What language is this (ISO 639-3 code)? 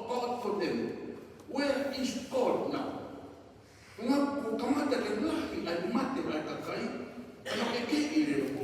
ton